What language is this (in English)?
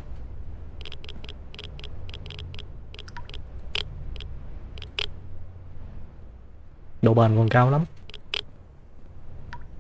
Vietnamese